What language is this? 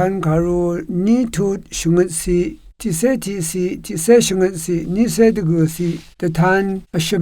Rawang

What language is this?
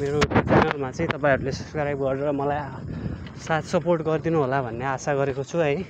Nepali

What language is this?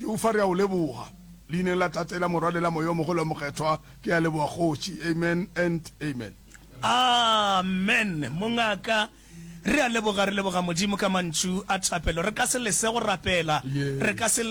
Northern Sotho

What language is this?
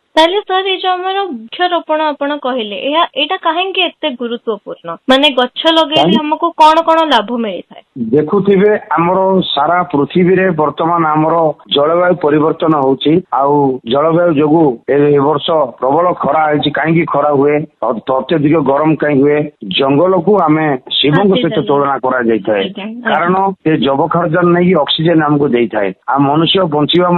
Odia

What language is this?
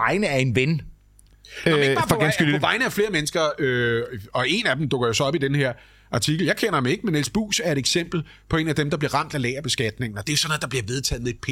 Danish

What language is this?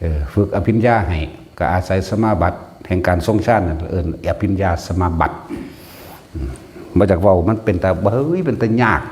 Northeastern Thai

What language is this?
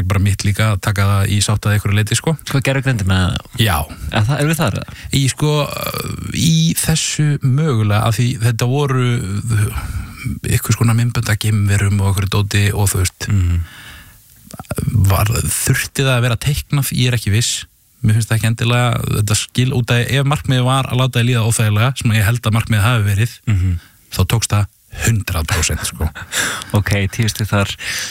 Icelandic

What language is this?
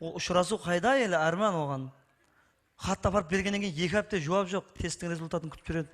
Kara-Kalpak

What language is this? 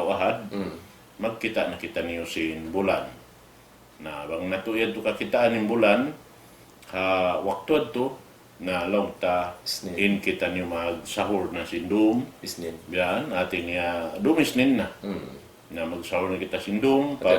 Tausug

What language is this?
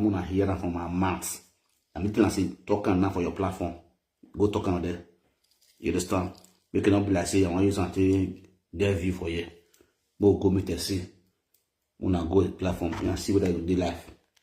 Nigerian Pidgin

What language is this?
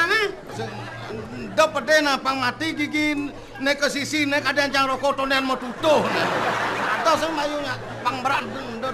Balinese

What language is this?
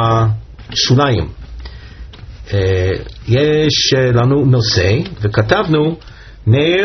Hebrew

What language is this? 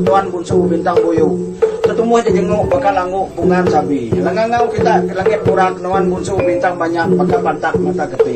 Iban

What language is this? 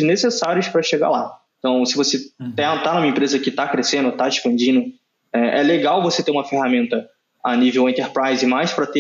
Portuguese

